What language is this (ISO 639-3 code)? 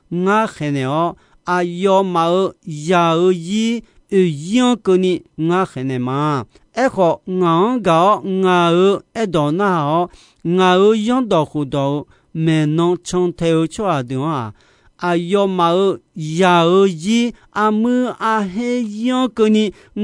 ahk